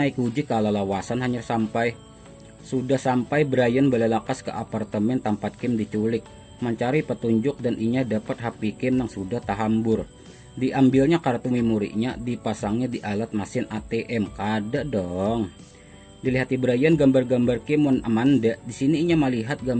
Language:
Banjar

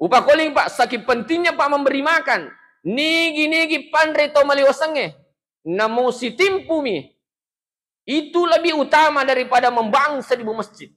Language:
Buginese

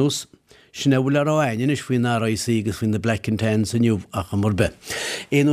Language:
Irish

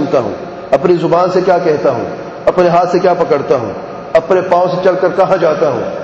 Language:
Urdu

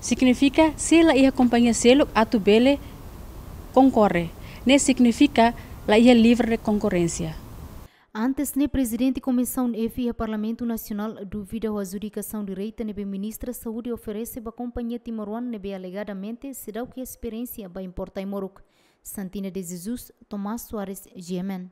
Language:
Tetum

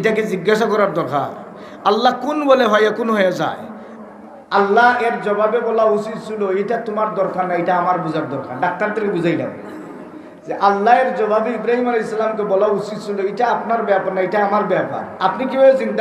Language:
Sylheti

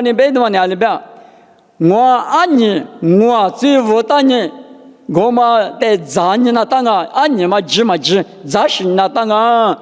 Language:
Lisu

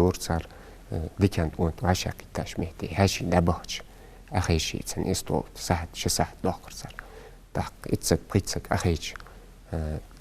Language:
Ingush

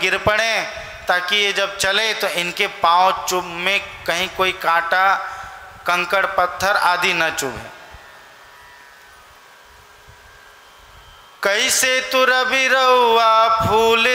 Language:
Hindi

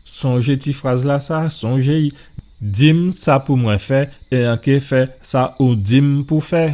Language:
Guadeloupean Creole French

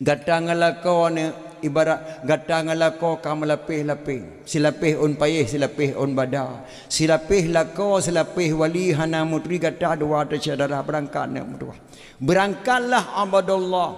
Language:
Achinese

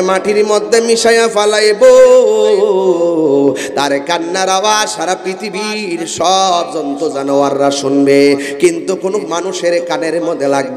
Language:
Bangla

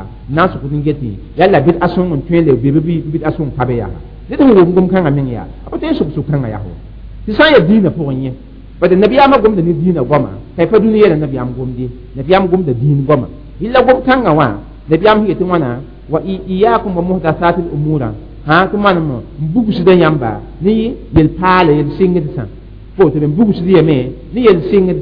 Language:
Mossi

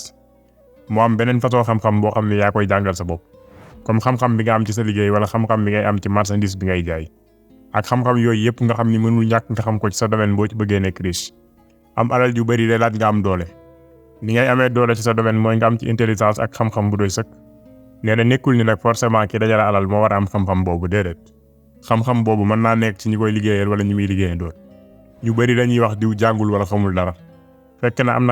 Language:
Wolof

